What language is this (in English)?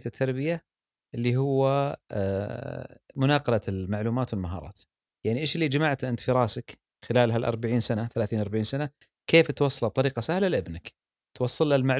Gulf Arabic